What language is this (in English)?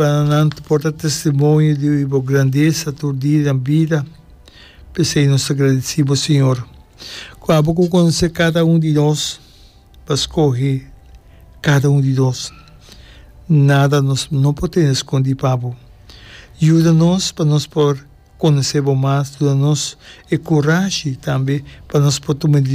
Papiamento